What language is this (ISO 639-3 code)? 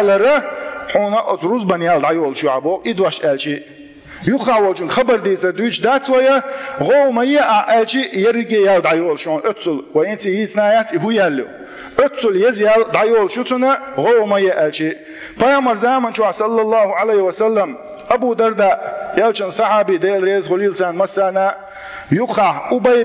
che